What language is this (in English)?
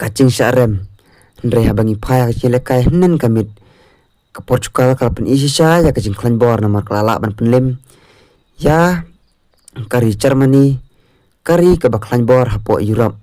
Khasi